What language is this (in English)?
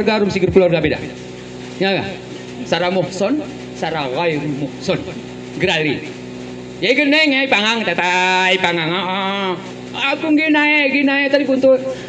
Gayo